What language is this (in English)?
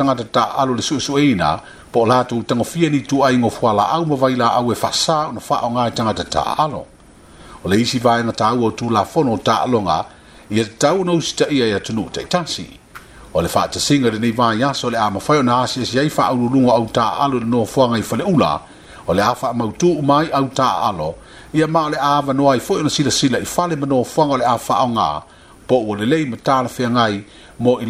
Samoan